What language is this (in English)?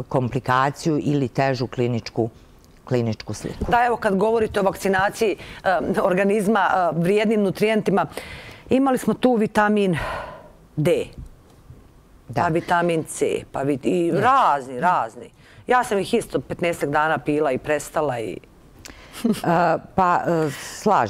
Bosnian